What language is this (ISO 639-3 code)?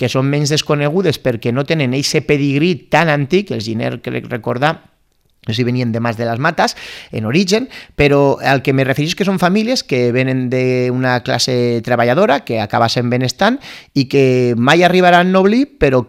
cat